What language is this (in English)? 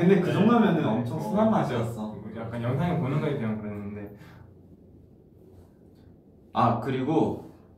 Korean